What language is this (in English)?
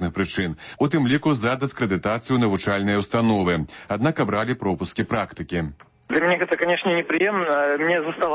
Belarusian